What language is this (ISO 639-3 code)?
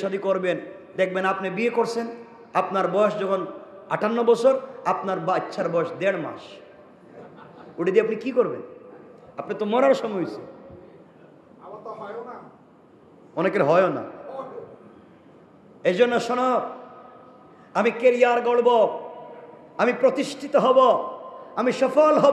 ben